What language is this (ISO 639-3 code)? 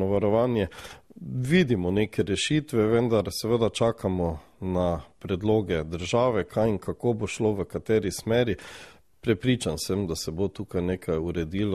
slv